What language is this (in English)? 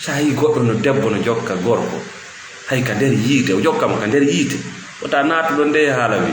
Fula